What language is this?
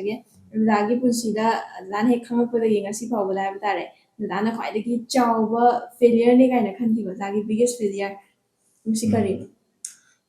Manipuri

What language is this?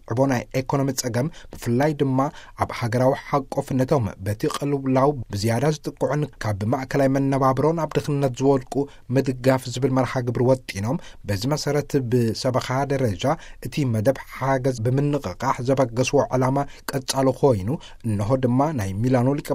Tigrinya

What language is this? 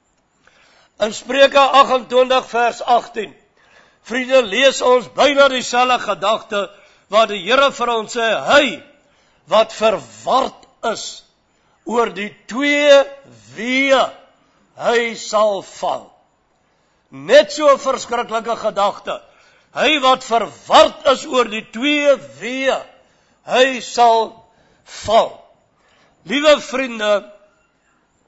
Afrikaans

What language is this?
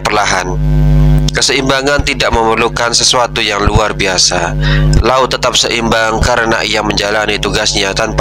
Indonesian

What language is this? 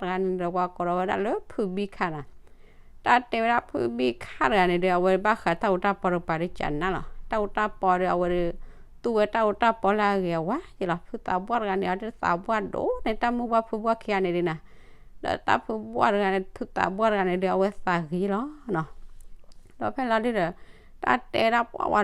S'gaw Karen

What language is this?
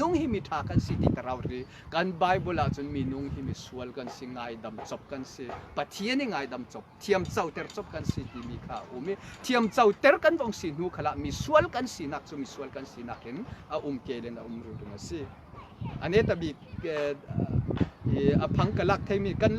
Falam Chin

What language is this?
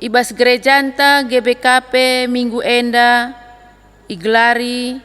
Batak Karo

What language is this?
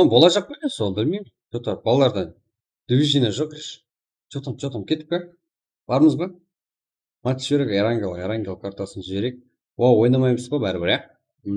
Kara-Kalpak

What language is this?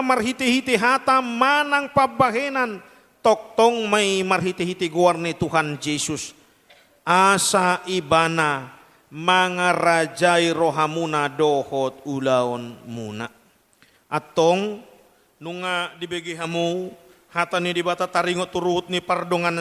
Batak Toba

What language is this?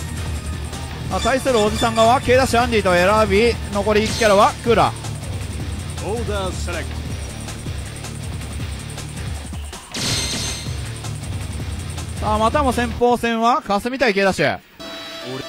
Japanese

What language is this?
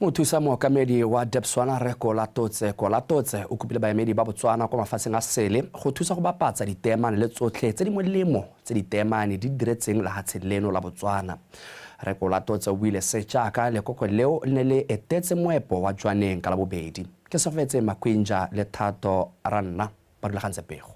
Tswana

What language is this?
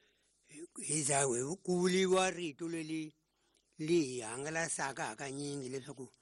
Tsonga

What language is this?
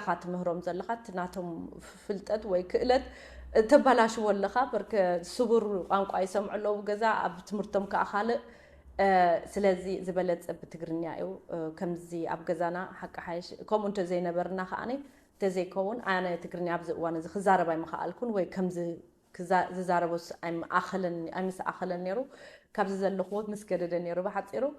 Tigrinya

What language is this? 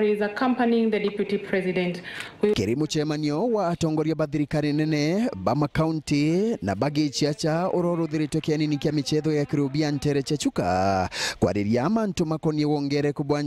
Meru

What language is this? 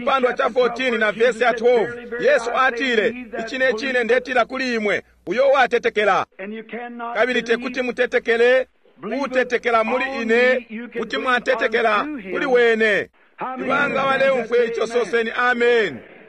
Bemba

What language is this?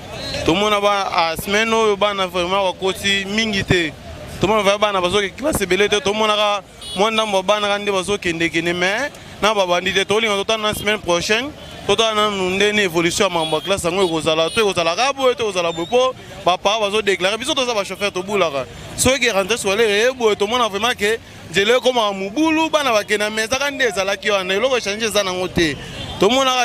Lingala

